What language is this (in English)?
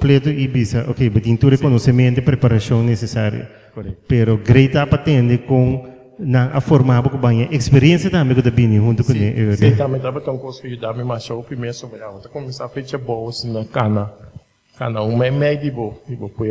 Papiamento